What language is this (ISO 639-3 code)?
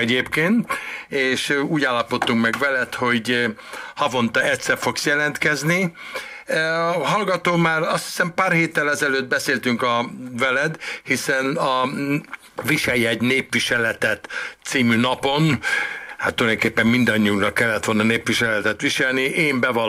hun